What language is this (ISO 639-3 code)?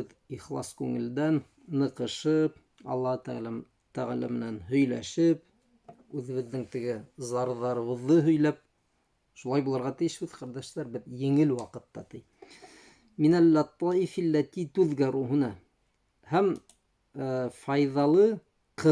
bak